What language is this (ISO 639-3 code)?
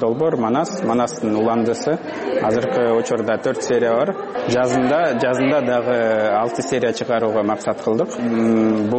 kir